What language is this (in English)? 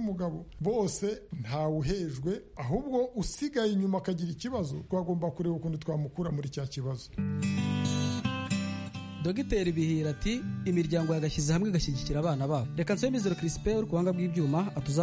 Kinyarwanda